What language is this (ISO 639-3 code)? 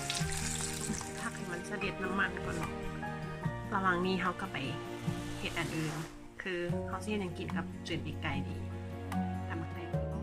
lao